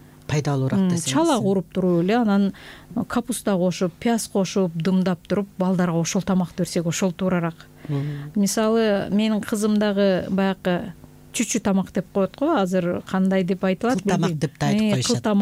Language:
Kyrgyz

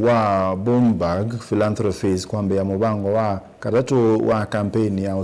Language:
Kamba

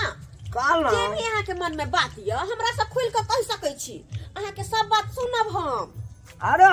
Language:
Maithili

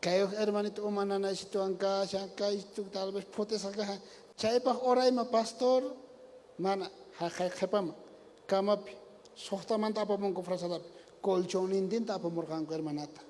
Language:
South Bolivian Quechua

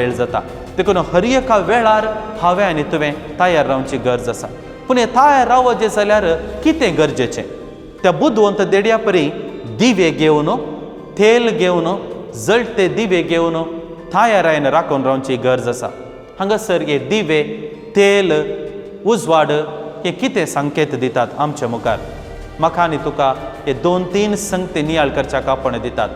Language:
Konkani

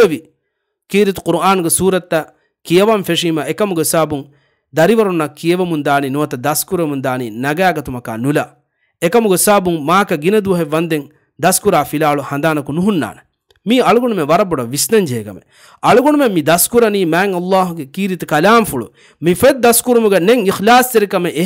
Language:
Divehi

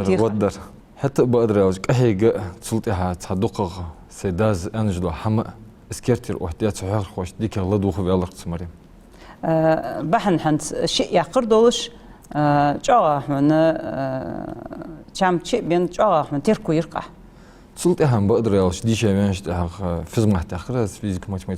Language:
Ingush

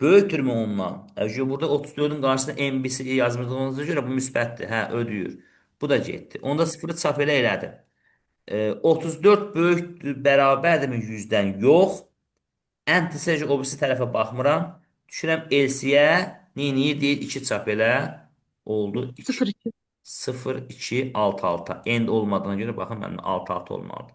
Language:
Azerbaijani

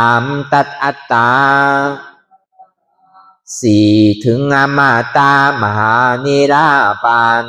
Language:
Shan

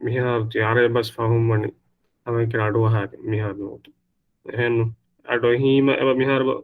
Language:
Divehi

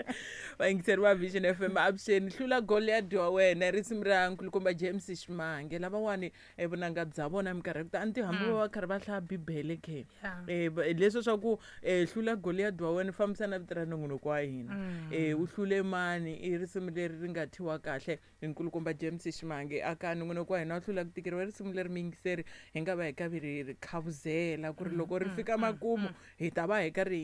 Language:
Tsonga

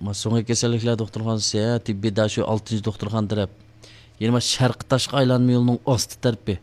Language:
Uyghur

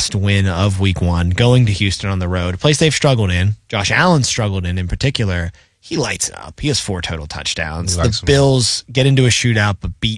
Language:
English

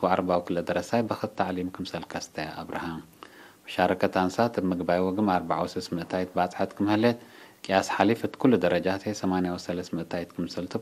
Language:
Tigre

